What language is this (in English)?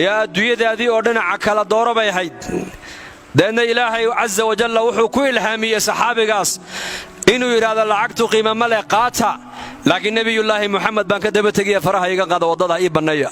Somali